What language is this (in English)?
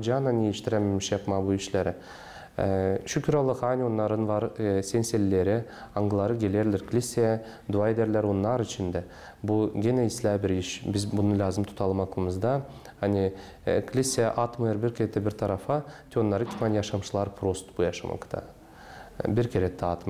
Gagauz